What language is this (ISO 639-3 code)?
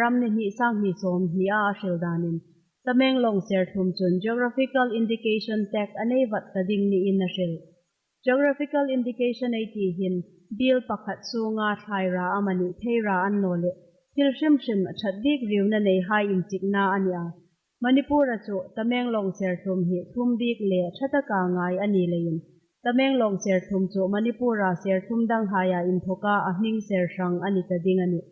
hmr